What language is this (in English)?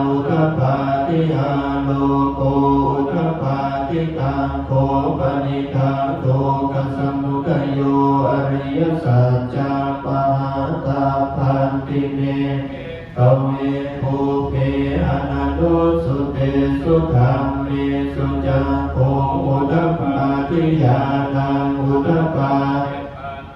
Pali